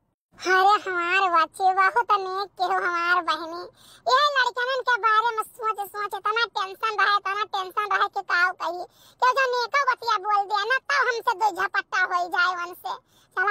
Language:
Awadhi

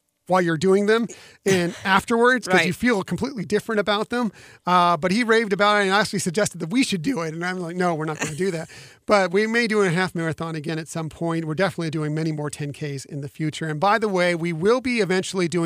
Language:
English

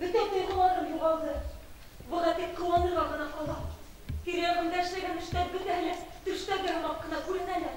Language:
Bashkir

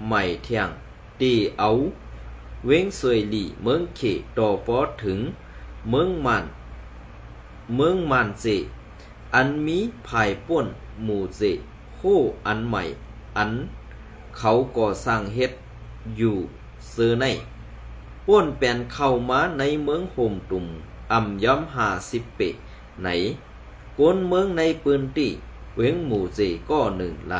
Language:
Shan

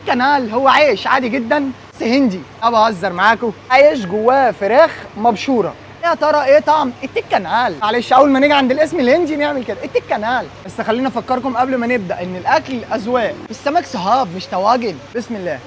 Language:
Egyptian Arabic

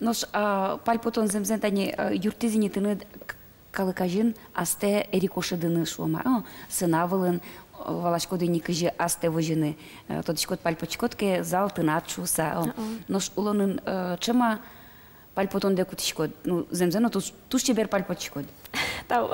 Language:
Udmurt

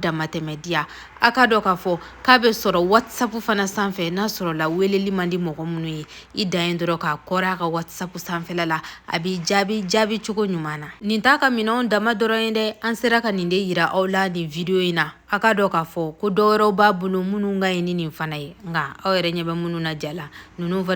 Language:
Bambara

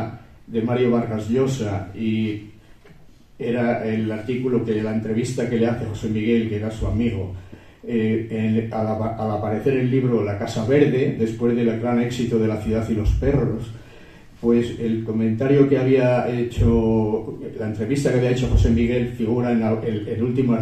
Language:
Spanish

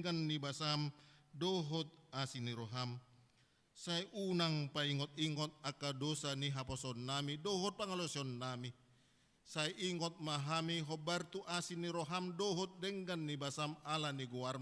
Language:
Batak Toba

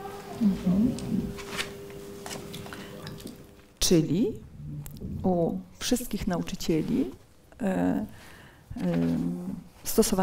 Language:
Polish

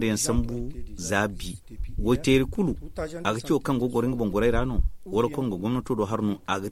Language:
Zarma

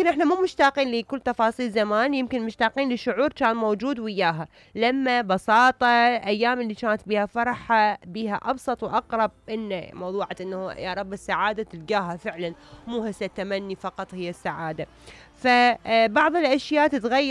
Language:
Mesopotamian Arabic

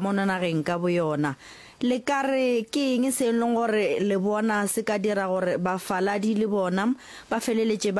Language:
Northern Sotho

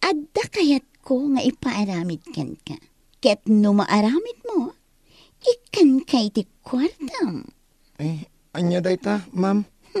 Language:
Iloko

